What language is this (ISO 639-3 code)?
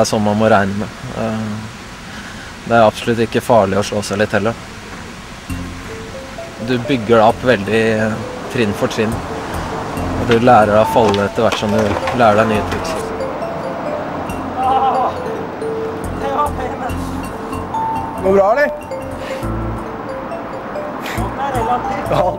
nor